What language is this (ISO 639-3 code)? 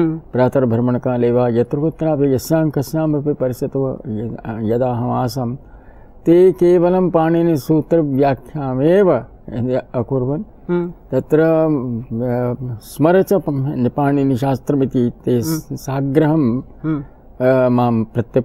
san